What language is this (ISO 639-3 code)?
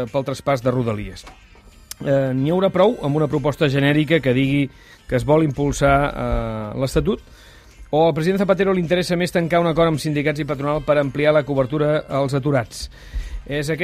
cat